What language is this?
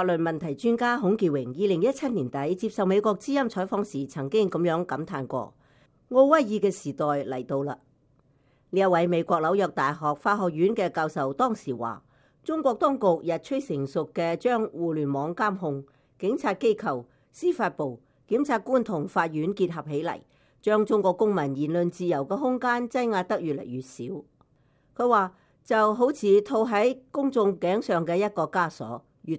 Cantonese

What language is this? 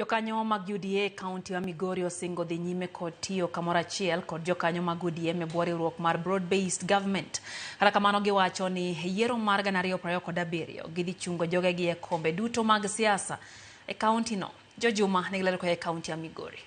Luo (Kenya and Tanzania)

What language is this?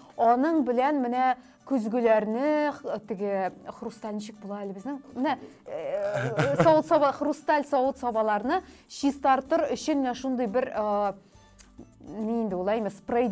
Tatar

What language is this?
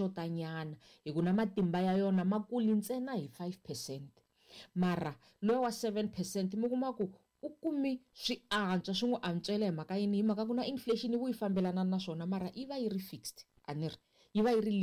Tsonga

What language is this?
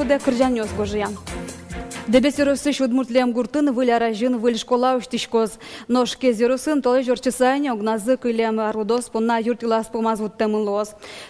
Udmurt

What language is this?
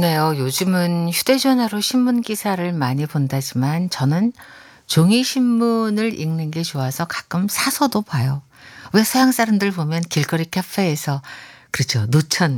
Korean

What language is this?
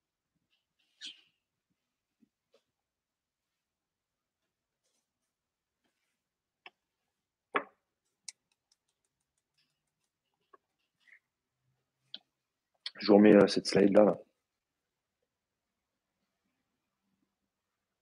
French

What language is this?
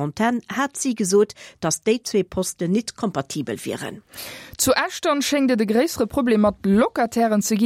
Luxembourgish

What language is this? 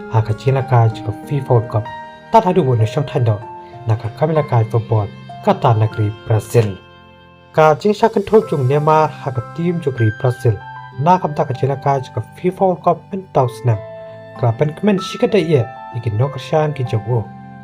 Khasi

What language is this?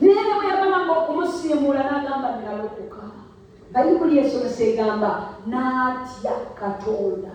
Ganda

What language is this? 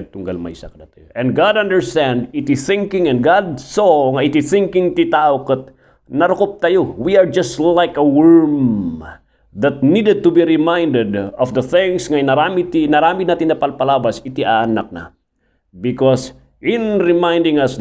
Iloko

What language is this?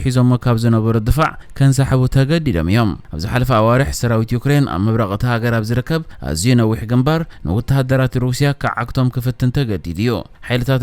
Tigrinya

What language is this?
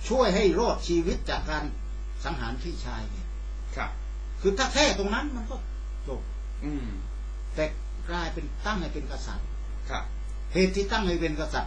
Thai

